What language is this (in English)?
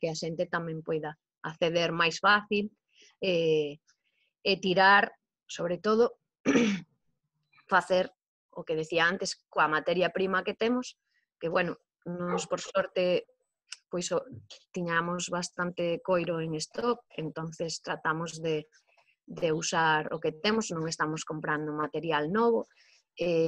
Galician